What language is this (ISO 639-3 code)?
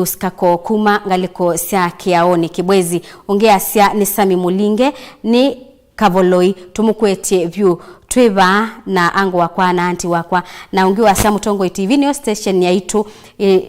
kam